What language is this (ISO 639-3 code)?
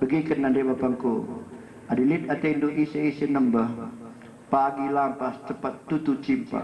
btx